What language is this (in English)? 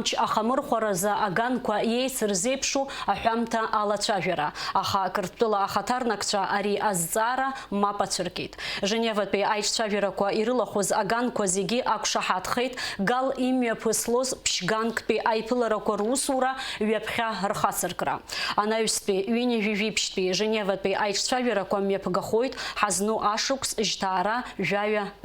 Abkhazian